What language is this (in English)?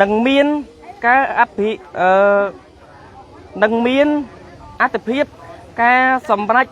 Khmer